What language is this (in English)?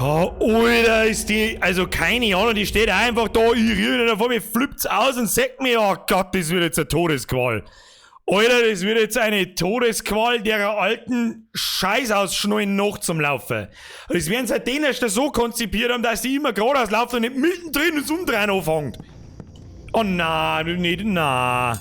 Bavarian